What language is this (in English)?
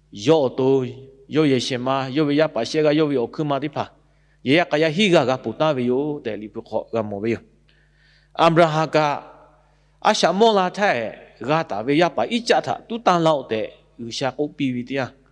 Lahu